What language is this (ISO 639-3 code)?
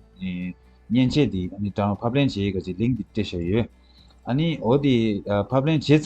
bod